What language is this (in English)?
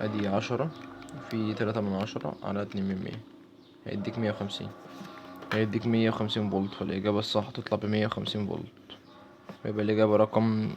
Egyptian Arabic